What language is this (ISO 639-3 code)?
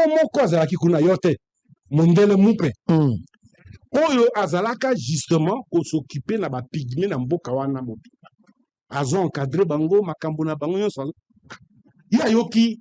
lin